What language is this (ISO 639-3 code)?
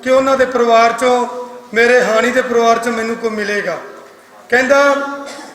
lah